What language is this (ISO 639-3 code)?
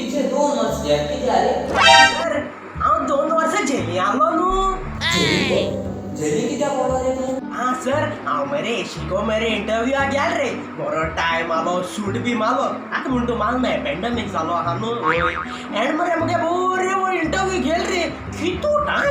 kok